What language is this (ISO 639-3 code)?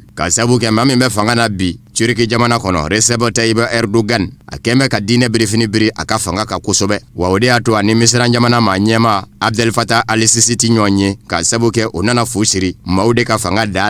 bam